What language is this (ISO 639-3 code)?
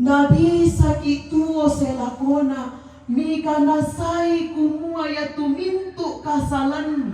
sda